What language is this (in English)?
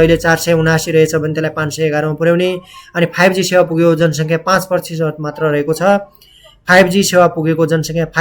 Nepali